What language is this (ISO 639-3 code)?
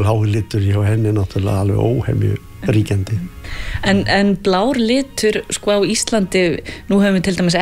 isl